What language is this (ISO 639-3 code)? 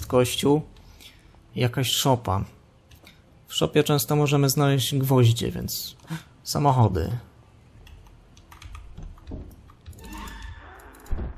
pol